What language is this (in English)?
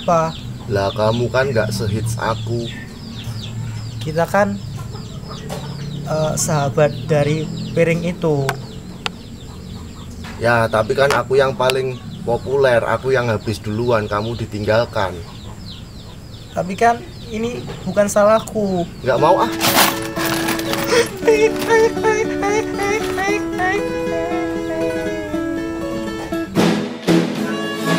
Indonesian